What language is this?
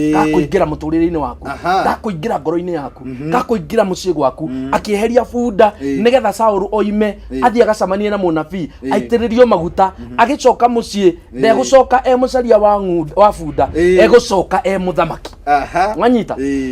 Kikuyu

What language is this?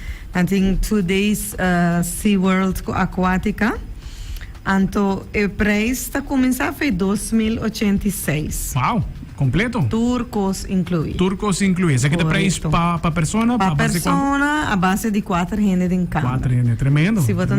Papiamento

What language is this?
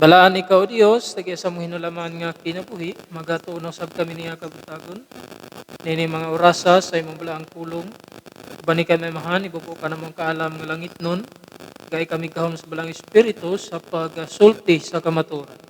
Cebuano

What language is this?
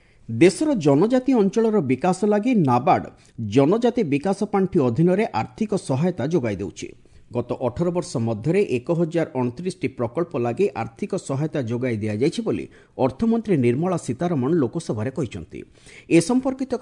Odia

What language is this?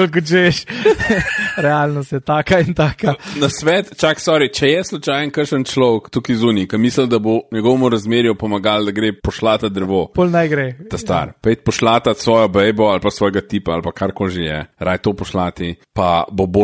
Slovenian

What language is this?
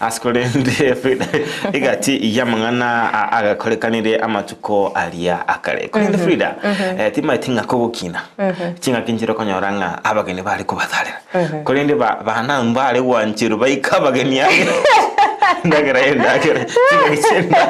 Gusii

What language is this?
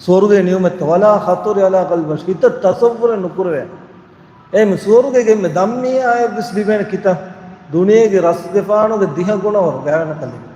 Divehi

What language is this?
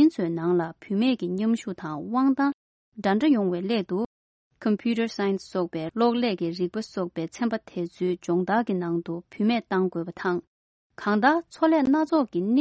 Tibetan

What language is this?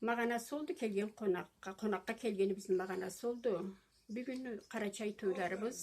Karachay-Balkar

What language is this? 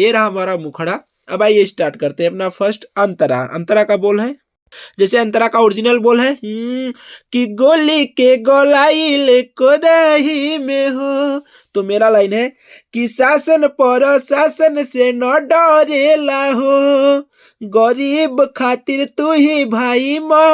Bhojpuri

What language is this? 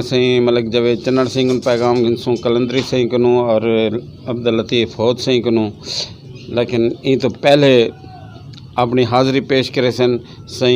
Saraiki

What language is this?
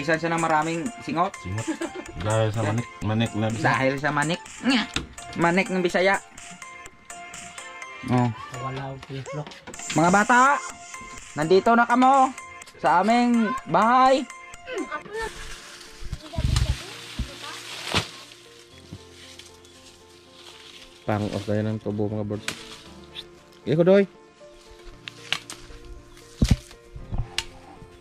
Filipino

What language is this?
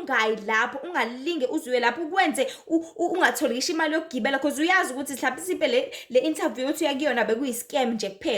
Zulu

